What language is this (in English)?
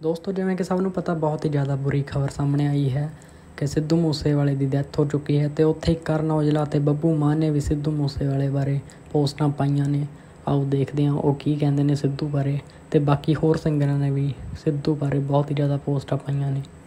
Punjabi